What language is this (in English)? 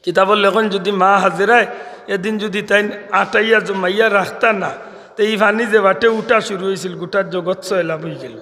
Sylheti